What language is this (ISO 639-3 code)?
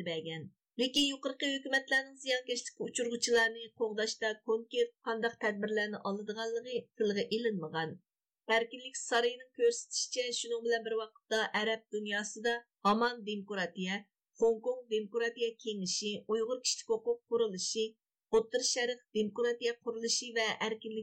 uig